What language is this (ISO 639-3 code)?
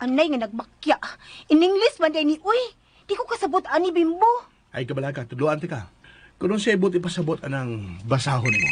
ceb